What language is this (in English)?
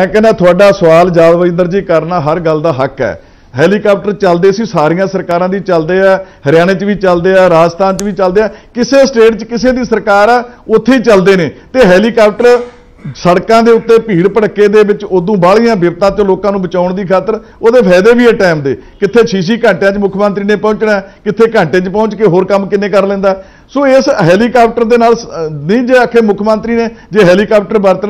Punjabi